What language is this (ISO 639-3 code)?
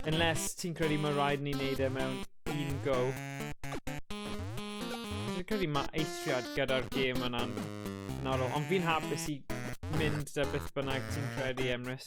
cym